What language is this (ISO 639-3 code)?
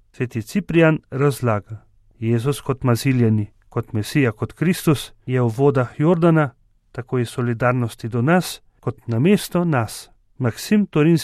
slv